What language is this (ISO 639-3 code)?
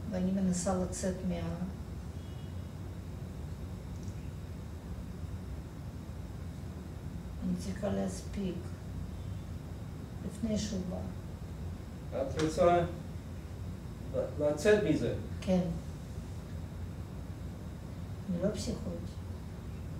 heb